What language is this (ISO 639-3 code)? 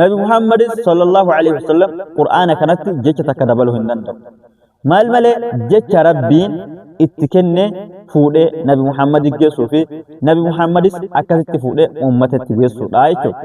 orm